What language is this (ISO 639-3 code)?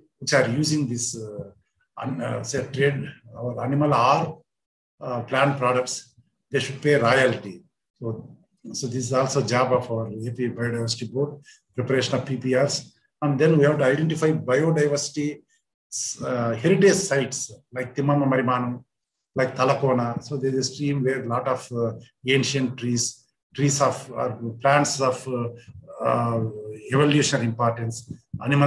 eng